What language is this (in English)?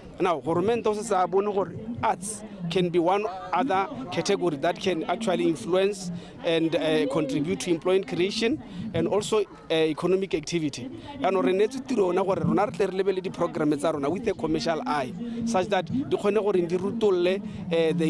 Tswana